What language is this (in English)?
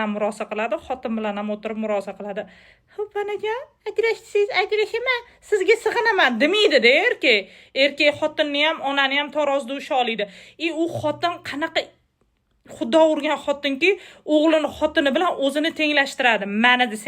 Uzbek